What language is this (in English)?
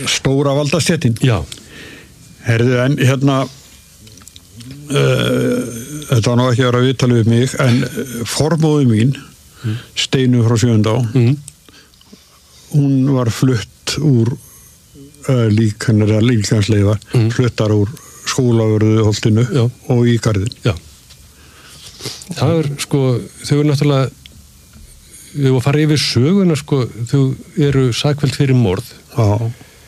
Icelandic